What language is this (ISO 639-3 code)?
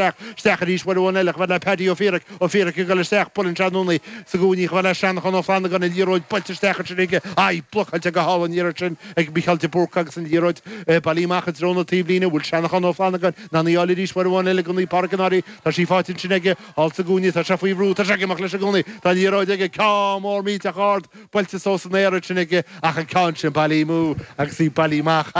gle